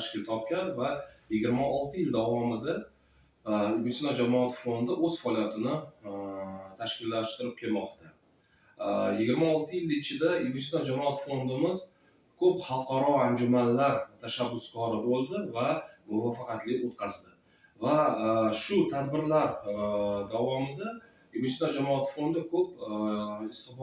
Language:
Uzbek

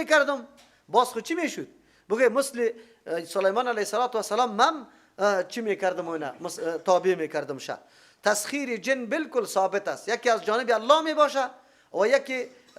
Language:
Persian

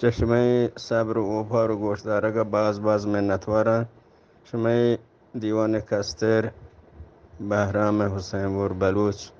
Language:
Eastern Balochi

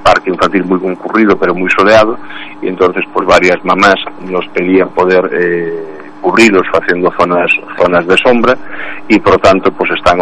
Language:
Galician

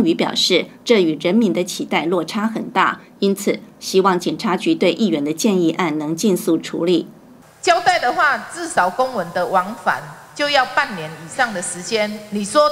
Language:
Chinese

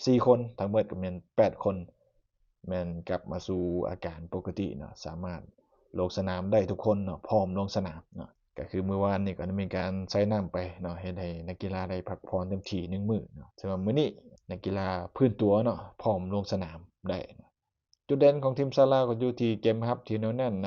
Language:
Lao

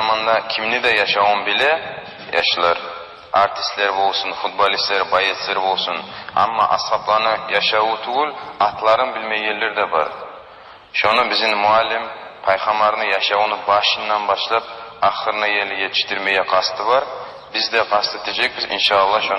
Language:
Kumyk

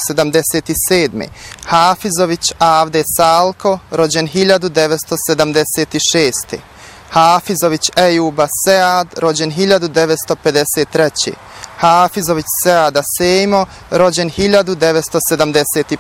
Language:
Bosnian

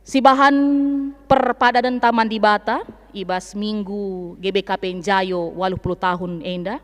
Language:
Batak Karo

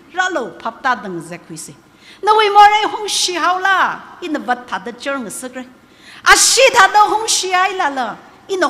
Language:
Tangkhul Naga (India)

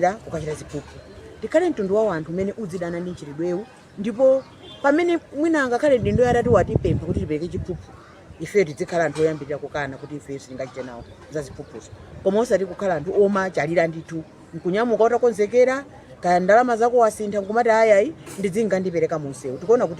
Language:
Nyanja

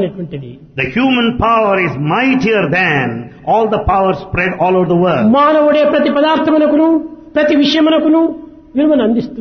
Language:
Telugu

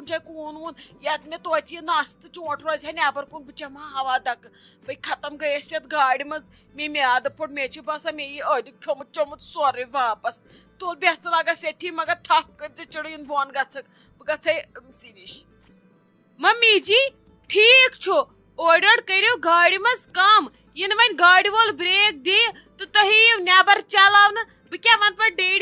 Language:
Kashmiri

